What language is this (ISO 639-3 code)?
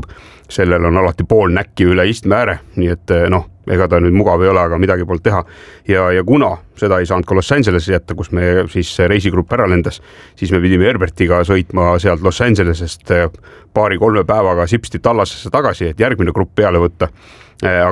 est